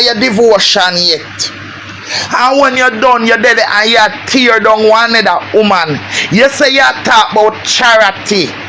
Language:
Jamaican Creole English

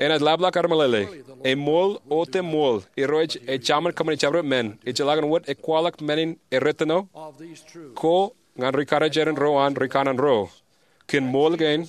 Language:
Marshallese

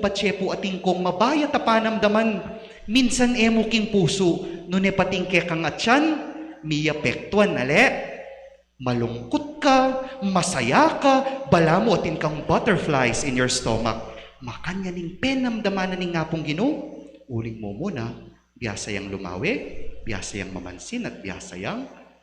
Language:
Pampanga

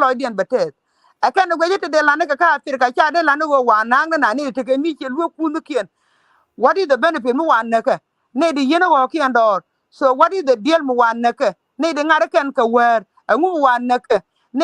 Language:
Nuer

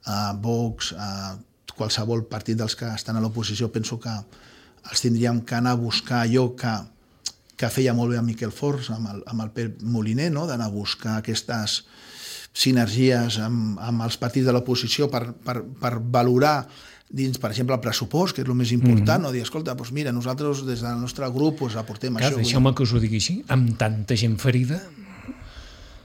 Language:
Catalan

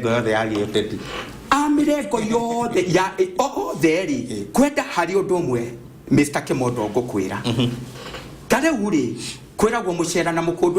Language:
Kikuyu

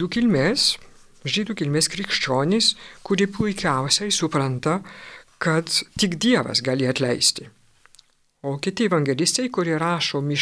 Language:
Lithuanian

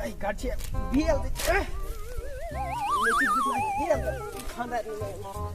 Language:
Kashmiri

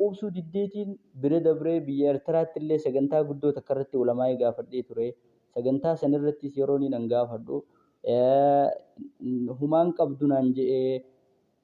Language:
Oromo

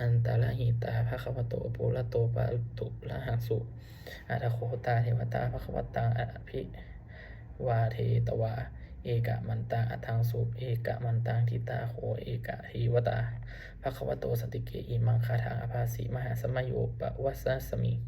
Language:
Pali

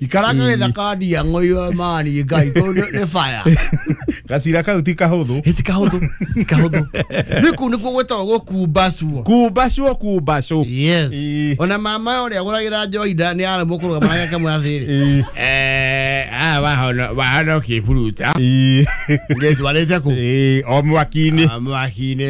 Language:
Kikuyu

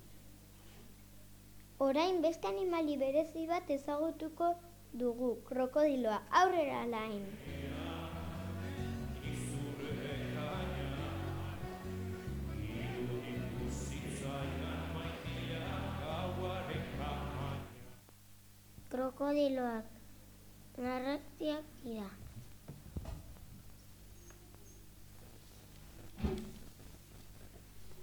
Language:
Basque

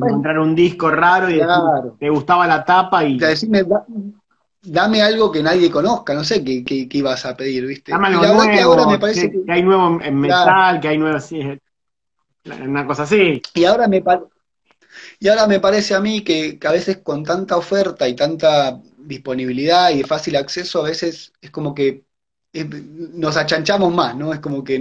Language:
Spanish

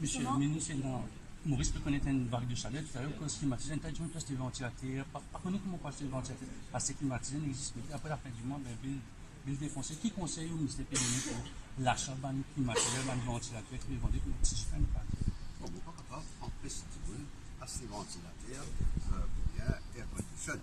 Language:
Morisyen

